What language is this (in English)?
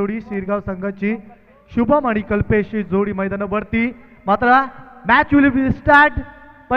Marathi